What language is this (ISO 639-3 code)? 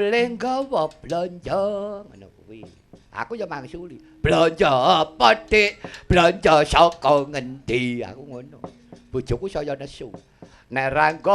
jav